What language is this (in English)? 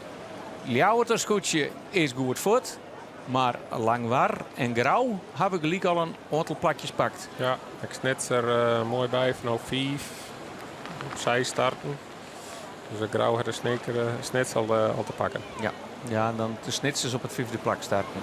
Western Frisian